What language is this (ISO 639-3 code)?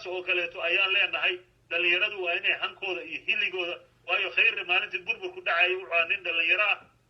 som